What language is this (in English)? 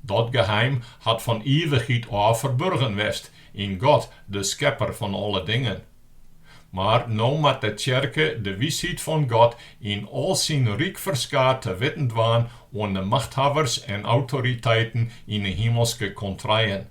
Western Frisian